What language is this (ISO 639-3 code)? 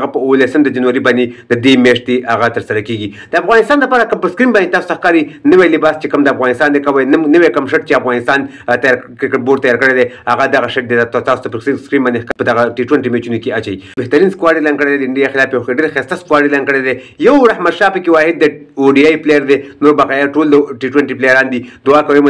pus